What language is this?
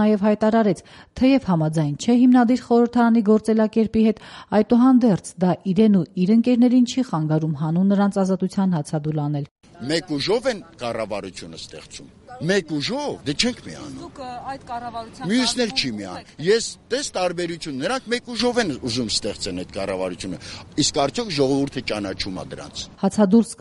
Armenian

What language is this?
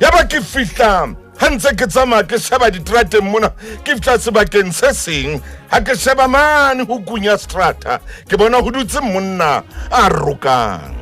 Southern Sotho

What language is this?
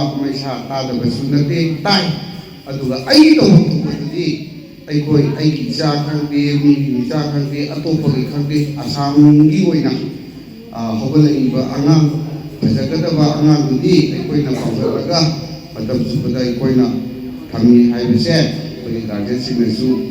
Manipuri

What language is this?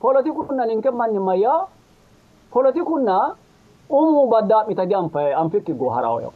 Sidamo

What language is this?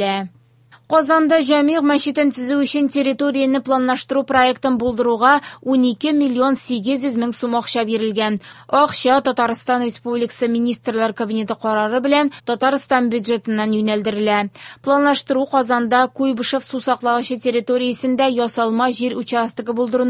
Tatar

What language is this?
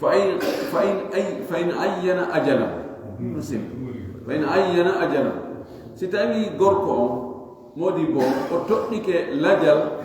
Fula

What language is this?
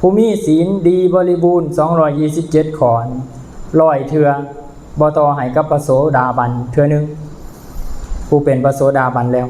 Lao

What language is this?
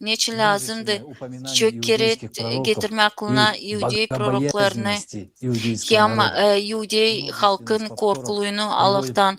Gagauz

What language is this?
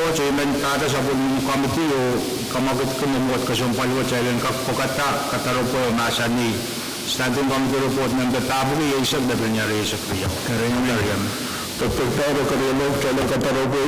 Pohnpeian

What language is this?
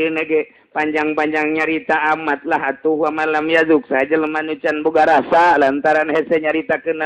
Sundanese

